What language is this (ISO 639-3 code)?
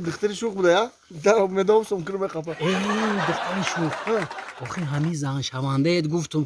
tgk